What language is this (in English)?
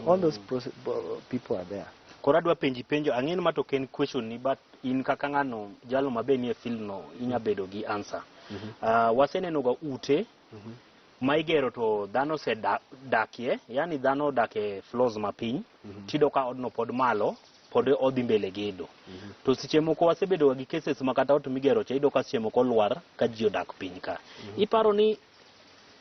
Luo (Kenya and Tanzania)